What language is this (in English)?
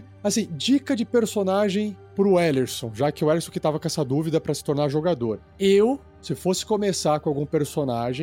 Portuguese